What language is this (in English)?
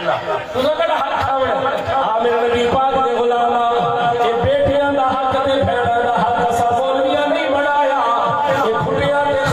Saraiki